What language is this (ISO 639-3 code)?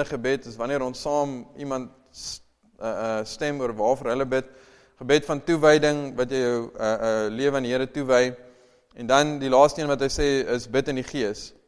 afr